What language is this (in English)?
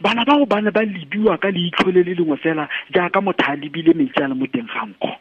Tswana